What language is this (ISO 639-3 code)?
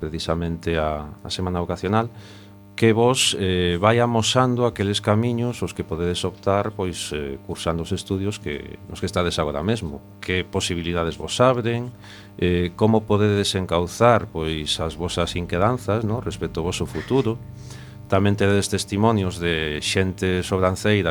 glg